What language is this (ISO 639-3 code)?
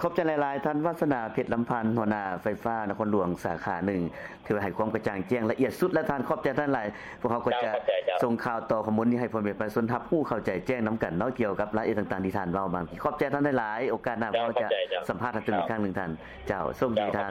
lao